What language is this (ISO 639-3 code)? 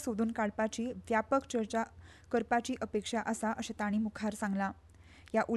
kok